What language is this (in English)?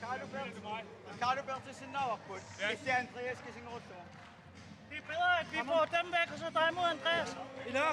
Kalaallisut